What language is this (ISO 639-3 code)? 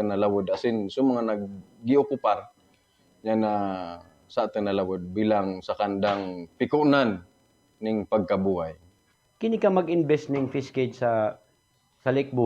ubl